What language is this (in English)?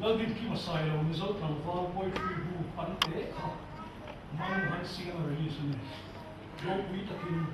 Mizo